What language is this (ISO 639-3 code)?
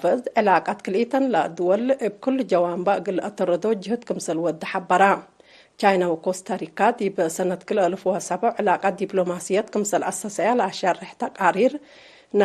tig